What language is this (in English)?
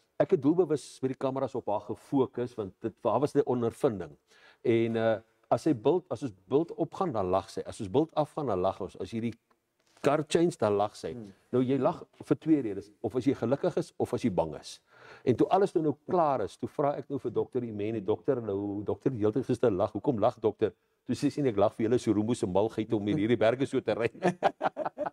Afrikaans